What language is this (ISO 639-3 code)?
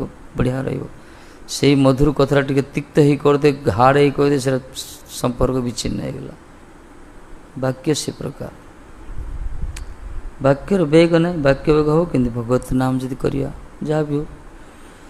ori